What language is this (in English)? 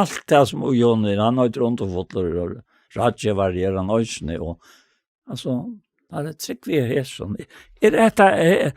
Faroese